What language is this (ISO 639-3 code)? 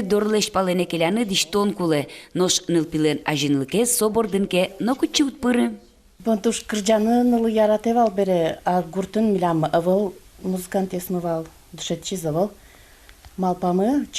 udm